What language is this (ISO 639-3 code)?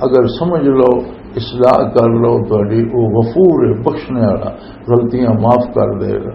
lah